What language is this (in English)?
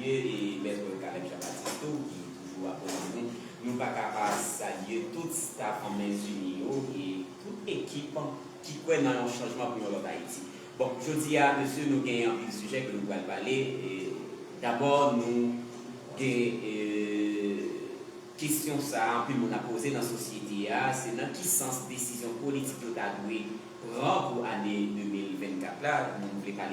Haitian Creole